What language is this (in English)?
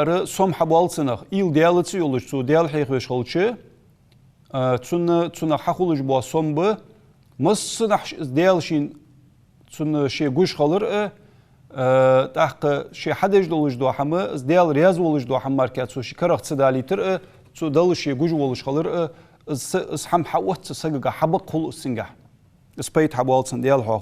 Ingush